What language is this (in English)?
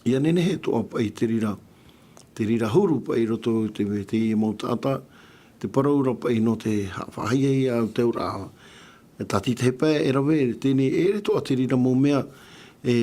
Tahitian